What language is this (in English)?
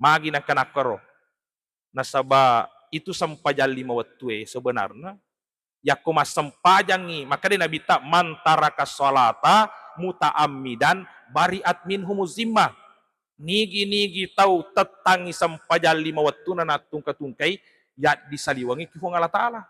Buginese